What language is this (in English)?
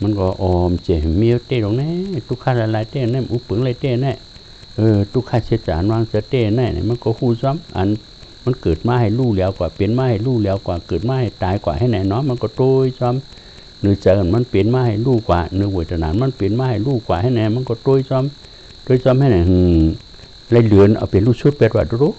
Shan